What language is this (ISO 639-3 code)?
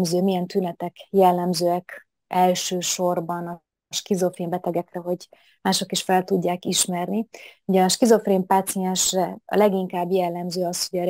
hun